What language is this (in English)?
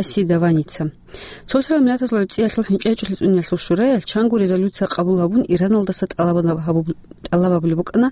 Avaric